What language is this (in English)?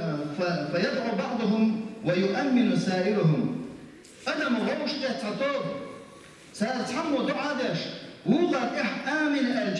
Chechen